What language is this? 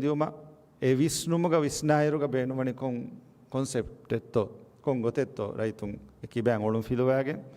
Divehi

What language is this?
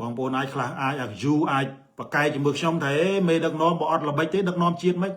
Khmer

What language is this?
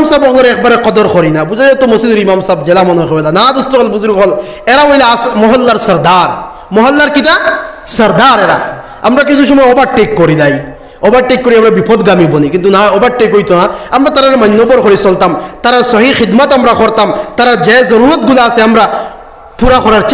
Sylheti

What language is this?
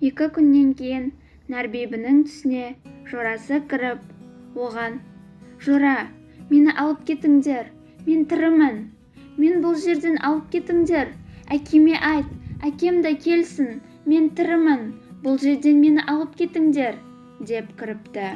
Kazakh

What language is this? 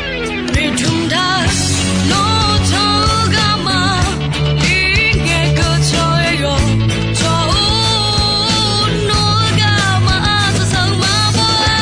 Akha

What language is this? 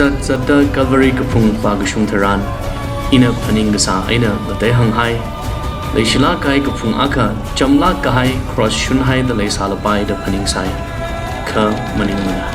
Tangkhul Naga (India)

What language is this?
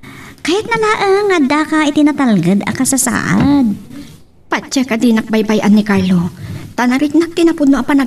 Iloko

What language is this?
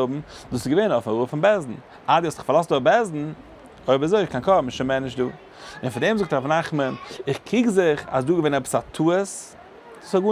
Yiddish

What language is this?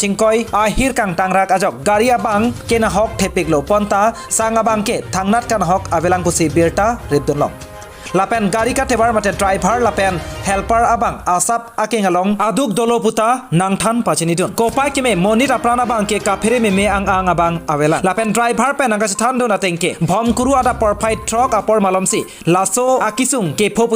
Karbi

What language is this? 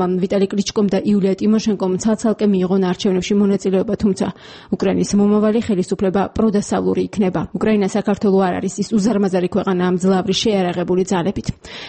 Georgian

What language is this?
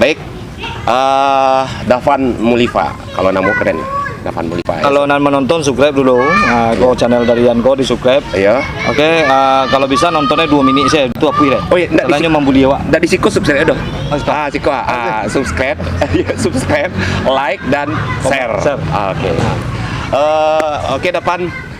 Minangkabau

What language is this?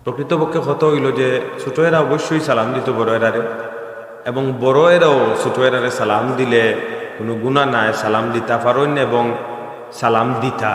Sylheti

